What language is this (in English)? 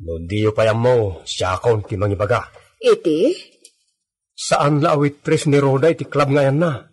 Iloko